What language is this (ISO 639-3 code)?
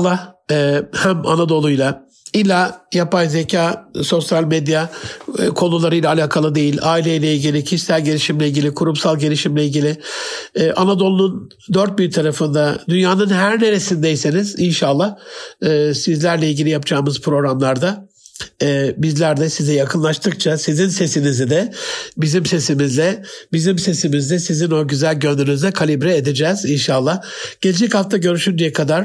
tur